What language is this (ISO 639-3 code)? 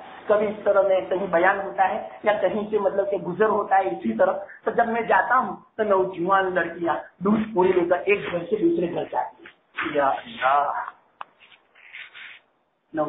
urd